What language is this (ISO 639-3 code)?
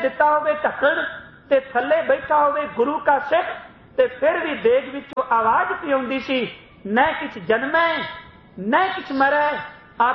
pan